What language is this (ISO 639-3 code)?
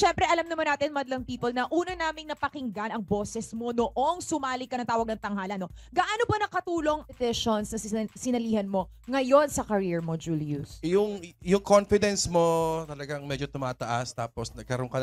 fil